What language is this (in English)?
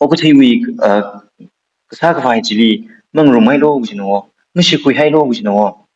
Tangkhul Naga (India)